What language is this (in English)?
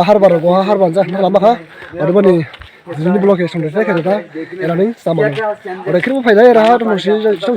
Dimasa